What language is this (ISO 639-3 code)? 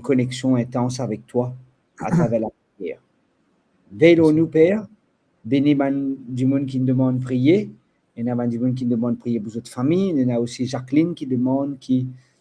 mfe